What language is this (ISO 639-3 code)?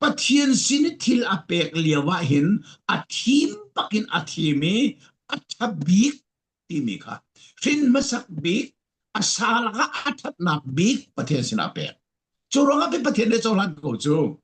cfm